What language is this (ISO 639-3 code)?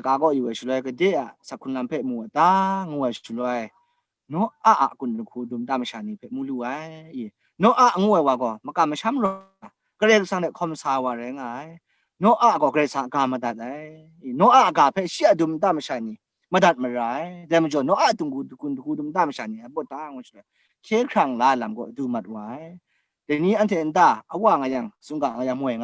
kac